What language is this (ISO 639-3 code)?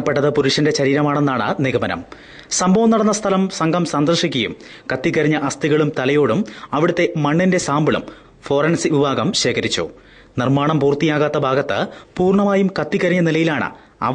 mal